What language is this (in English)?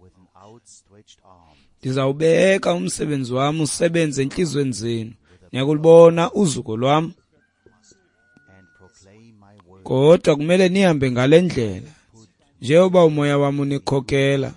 Xhosa